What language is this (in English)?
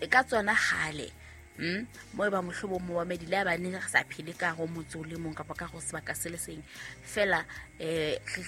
Southern Sotho